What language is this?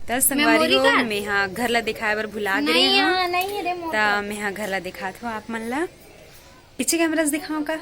Chhattisgarhi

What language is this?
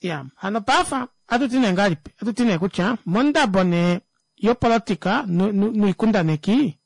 Kuanyama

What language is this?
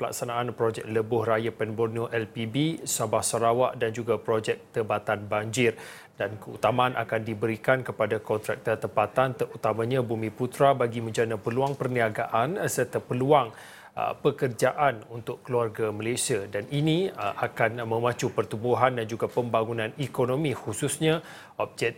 Malay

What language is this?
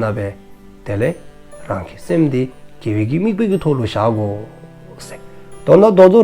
Dzongkha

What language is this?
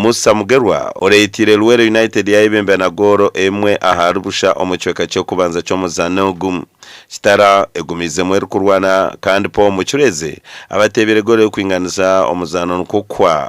Nyankole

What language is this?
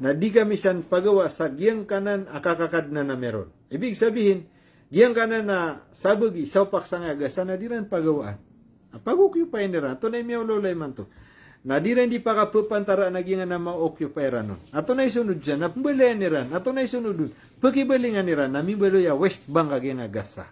Maranao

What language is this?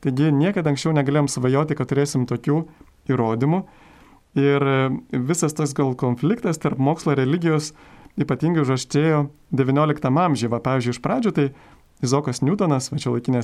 Lithuanian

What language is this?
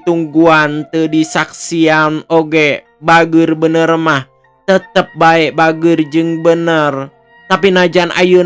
Sundanese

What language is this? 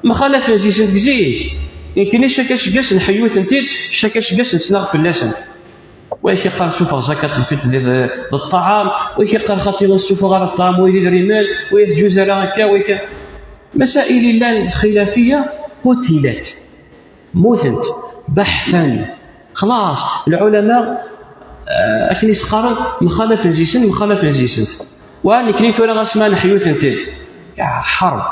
Kabyle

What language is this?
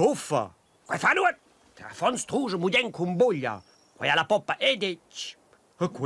Romansh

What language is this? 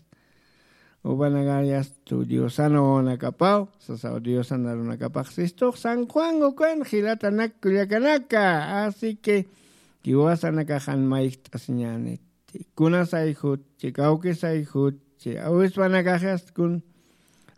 Aymara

